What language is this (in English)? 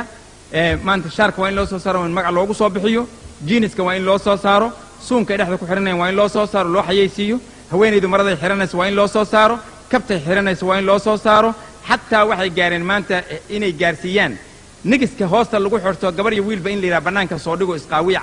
Somali